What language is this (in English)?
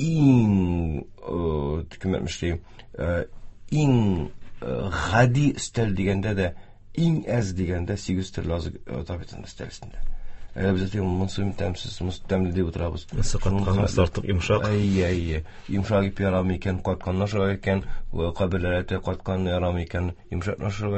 Tatar